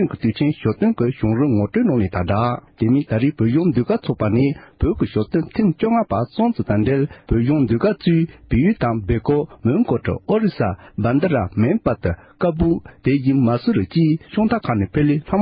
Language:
Tibetan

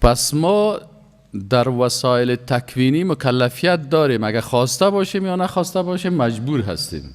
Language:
Persian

